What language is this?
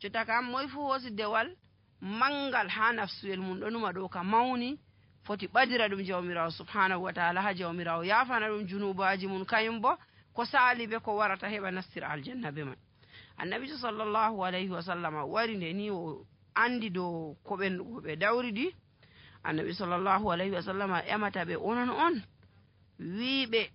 Nigerian Fulfulde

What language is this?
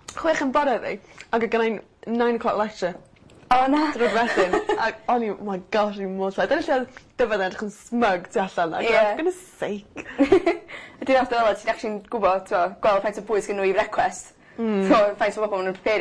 Welsh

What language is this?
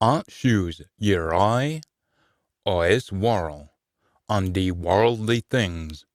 Scots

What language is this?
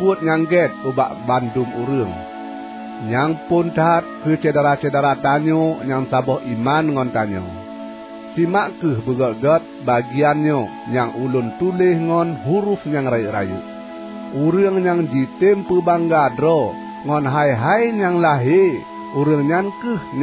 Achinese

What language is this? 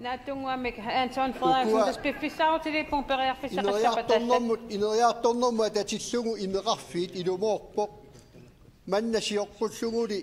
Kalaallisut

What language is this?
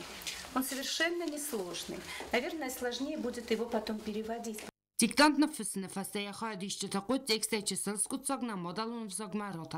Ossetic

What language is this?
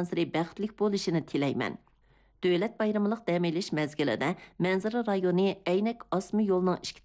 Uyghur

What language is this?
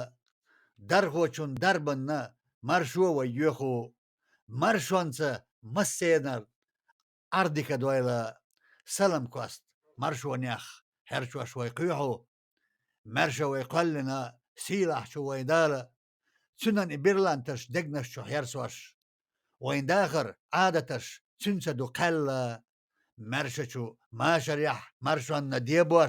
Chechen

